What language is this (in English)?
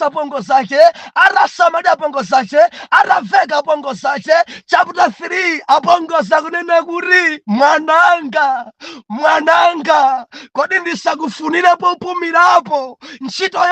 Nyanja